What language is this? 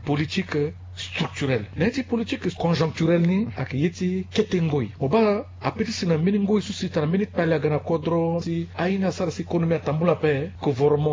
Sango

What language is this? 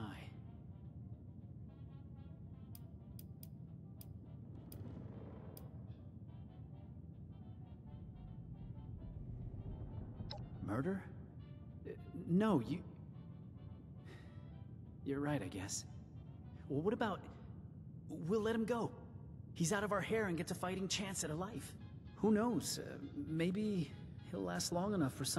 English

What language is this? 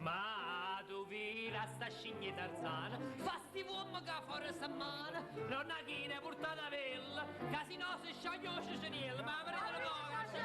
Neapolitan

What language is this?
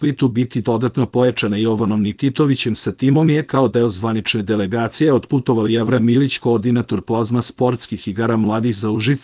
Serbian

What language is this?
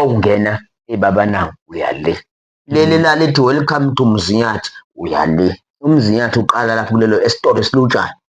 Zulu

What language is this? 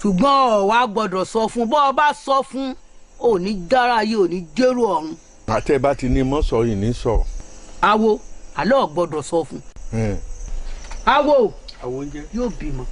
Yoruba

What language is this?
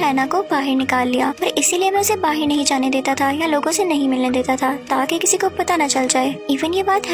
Hindi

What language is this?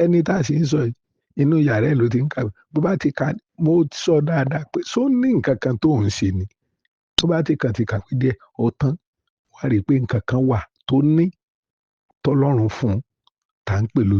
Yoruba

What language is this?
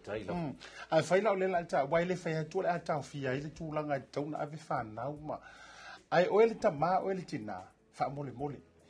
Samoan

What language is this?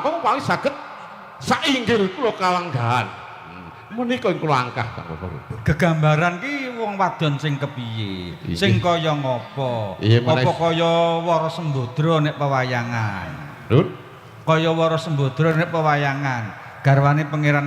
Javanese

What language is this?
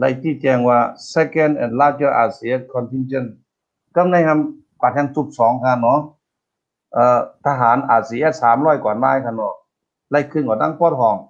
Shan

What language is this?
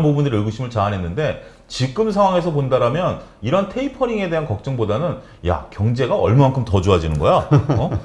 Korean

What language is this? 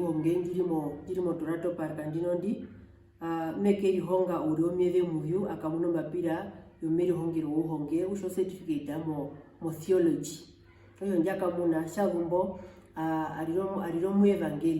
Herero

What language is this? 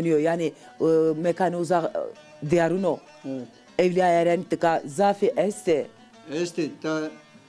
Zaza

